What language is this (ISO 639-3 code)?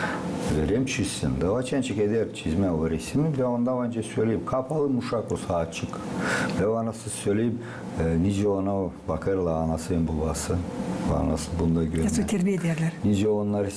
gag